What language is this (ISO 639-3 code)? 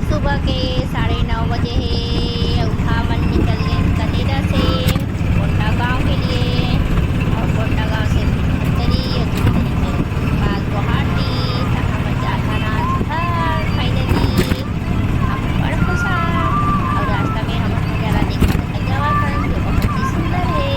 hne